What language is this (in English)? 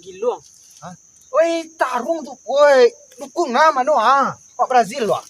Minangkabau